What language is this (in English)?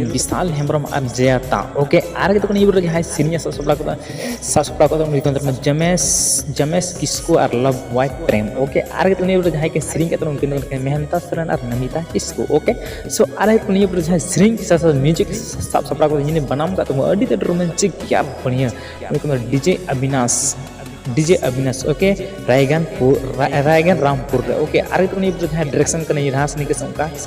Santali